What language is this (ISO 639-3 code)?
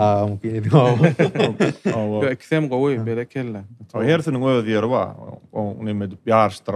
tuk